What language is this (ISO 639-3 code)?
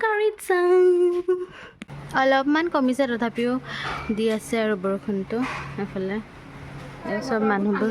asm